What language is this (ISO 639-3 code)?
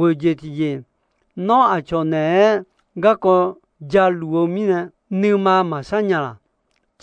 ahk